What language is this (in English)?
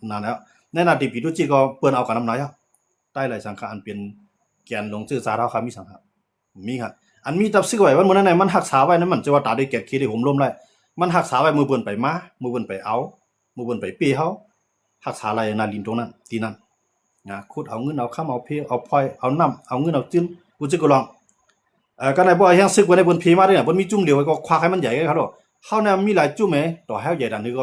Shan